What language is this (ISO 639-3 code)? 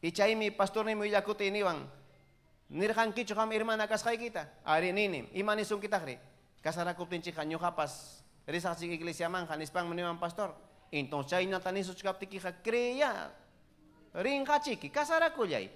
quy